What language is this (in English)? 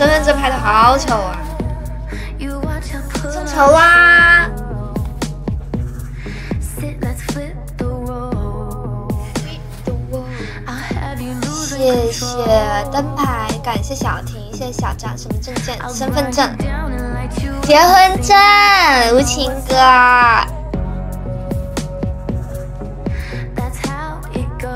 Chinese